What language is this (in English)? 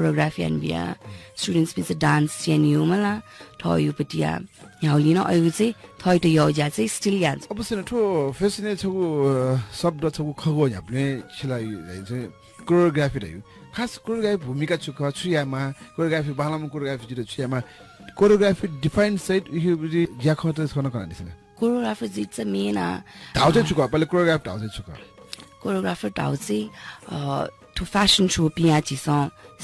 Newari